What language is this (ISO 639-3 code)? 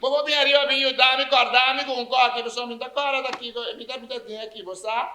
pap